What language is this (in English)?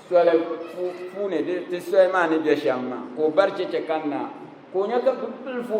Dagbani